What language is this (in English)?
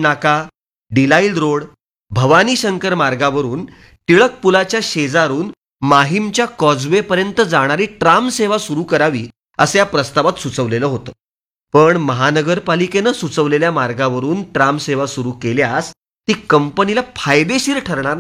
Marathi